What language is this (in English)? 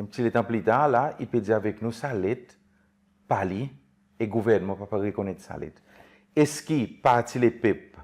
Seselwa Creole French